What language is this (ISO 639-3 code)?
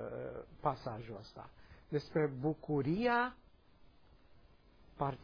ron